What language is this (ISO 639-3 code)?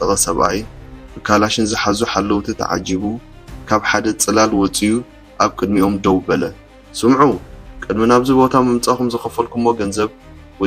tir